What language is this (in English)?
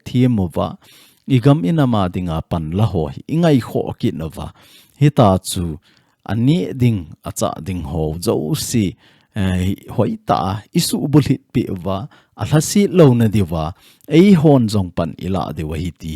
Thado Chin